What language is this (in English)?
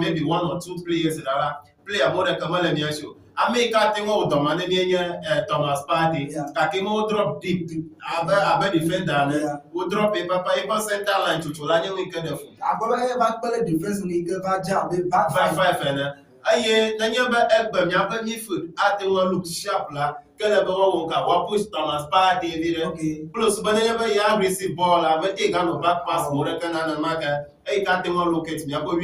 Ewe